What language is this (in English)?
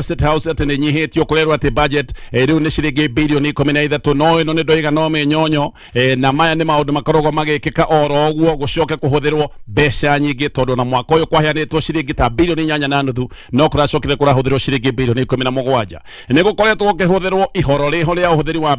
Kikuyu